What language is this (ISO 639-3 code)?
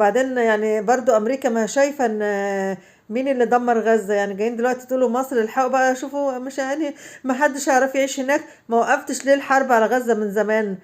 arz